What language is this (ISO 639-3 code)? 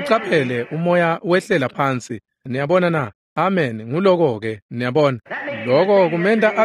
ssw